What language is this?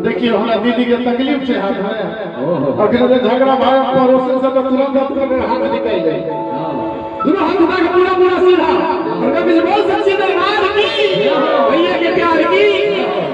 Maithili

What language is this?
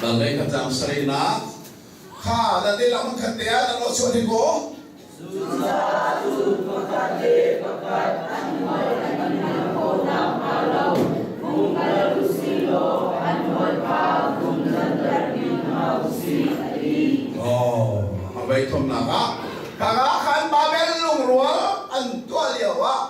Hakha Chin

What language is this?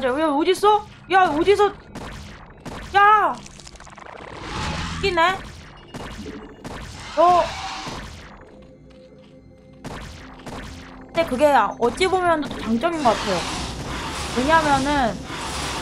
Korean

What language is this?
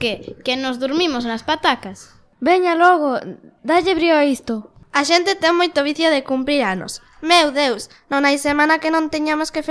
Galician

